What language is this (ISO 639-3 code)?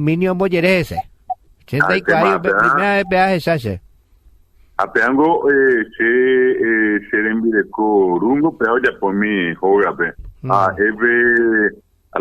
grn